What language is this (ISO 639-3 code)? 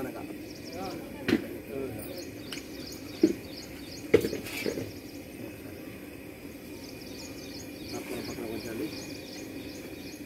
tel